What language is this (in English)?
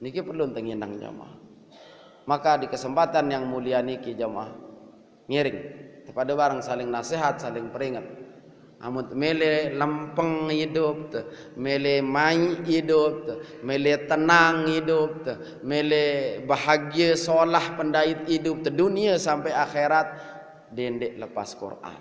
Sasak